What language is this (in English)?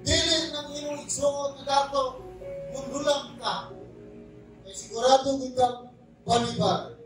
Cebuano